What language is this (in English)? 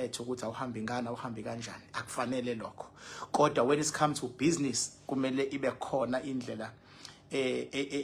Zulu